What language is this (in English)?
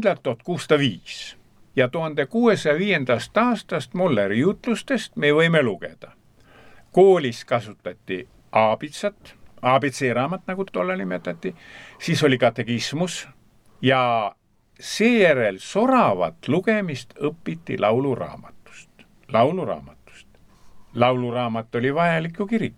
Estonian